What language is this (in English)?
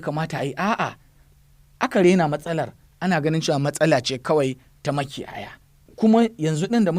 Hausa